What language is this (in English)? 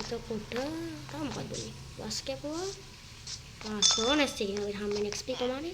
Sinhala